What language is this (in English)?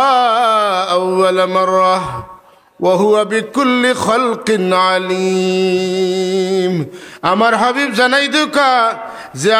Sylheti